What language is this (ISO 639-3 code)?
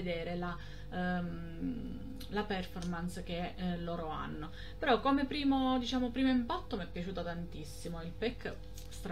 ita